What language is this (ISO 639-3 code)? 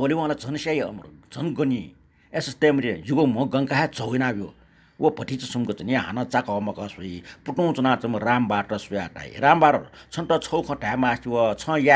new